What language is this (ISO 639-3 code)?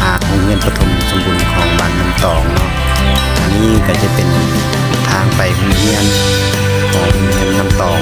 lao